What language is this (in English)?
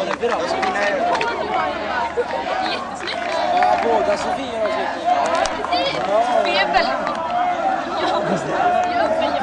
Swedish